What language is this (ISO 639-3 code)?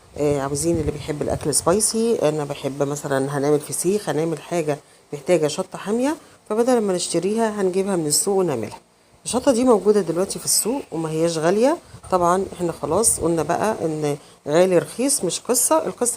arz